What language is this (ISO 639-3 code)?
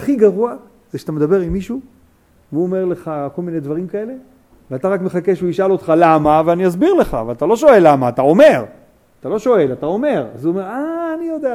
heb